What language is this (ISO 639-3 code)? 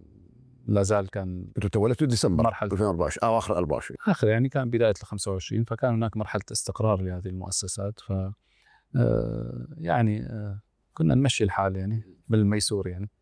ara